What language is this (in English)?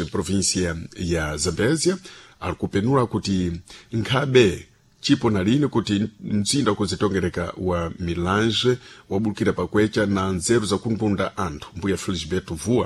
Sena